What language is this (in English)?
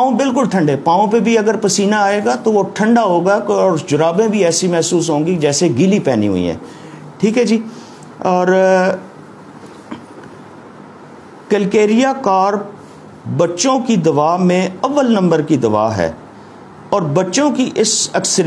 Urdu